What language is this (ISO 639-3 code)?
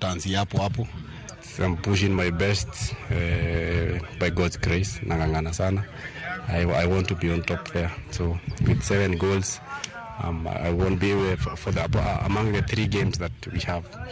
luo